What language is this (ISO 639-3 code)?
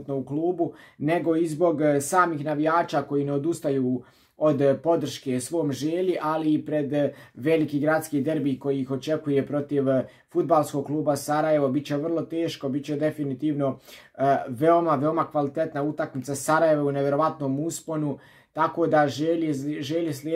hrv